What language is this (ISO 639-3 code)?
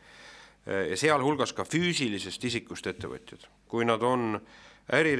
est